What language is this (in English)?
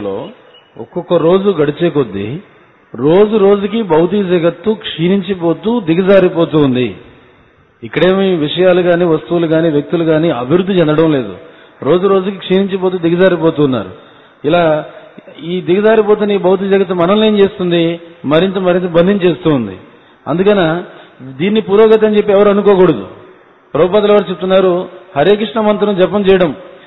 Telugu